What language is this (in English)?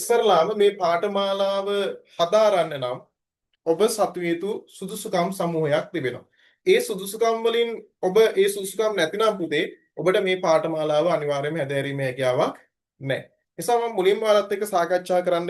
Sinhala